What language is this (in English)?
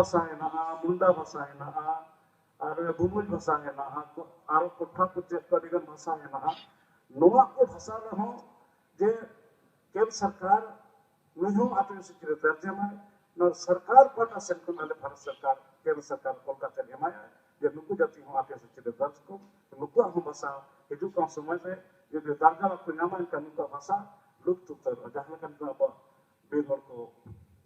Santali